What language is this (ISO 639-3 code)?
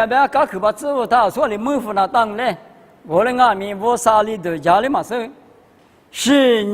lis